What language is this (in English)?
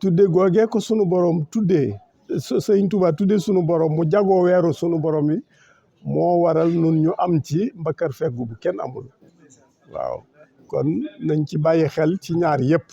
Wolof